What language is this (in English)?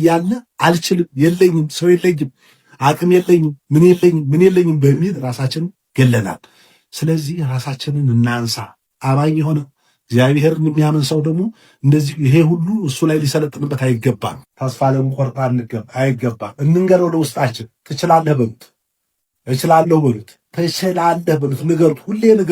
Amharic